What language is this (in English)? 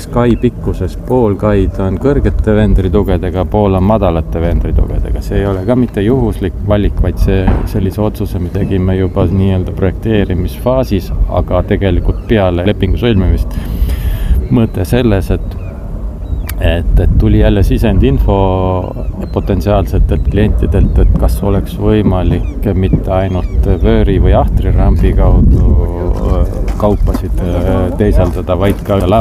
Estonian